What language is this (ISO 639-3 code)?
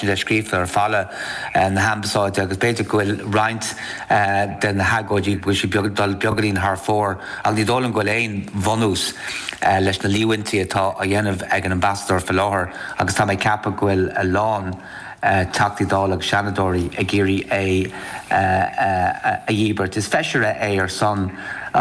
gle